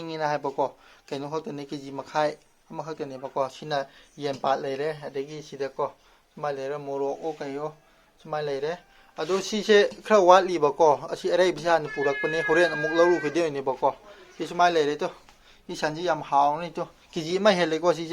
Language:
Manipuri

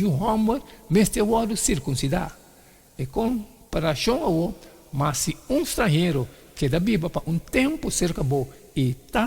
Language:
Papiamento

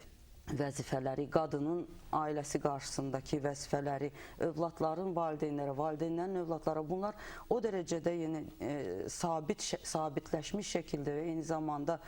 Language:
Azerbaijani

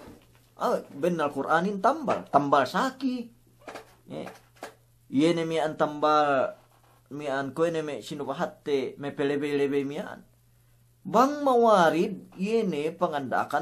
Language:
Yakan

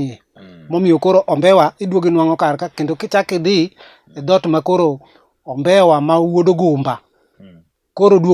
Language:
Luo (Kenya and Tanzania)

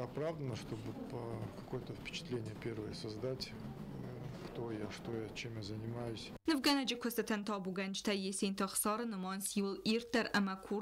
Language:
Ossetic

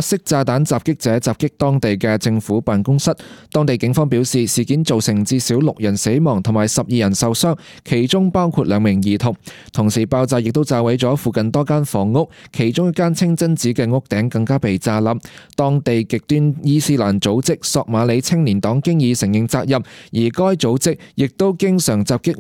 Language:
Cantonese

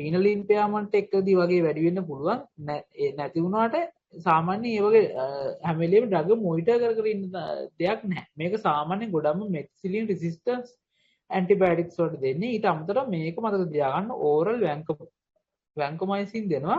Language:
Sinhala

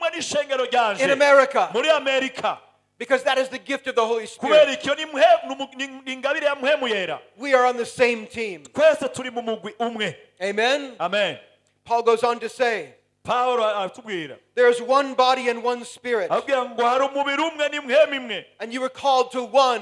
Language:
Rundi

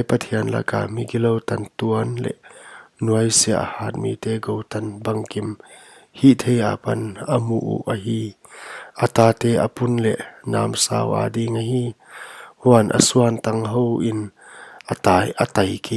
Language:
Paite Chin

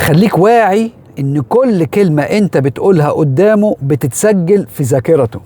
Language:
Egyptian Arabic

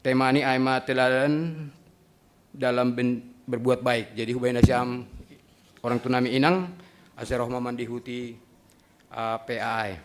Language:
Batak Simalungun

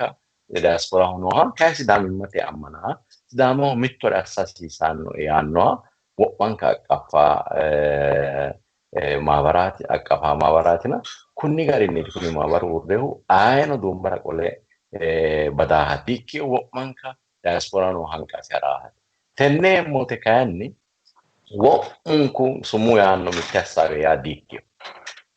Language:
Sidamo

